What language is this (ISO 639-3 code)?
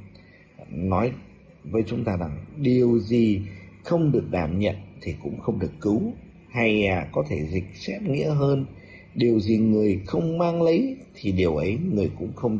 vie